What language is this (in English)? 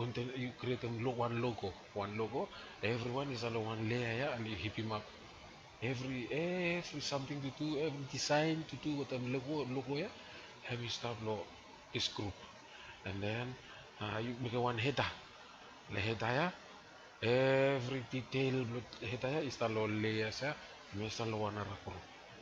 Bislama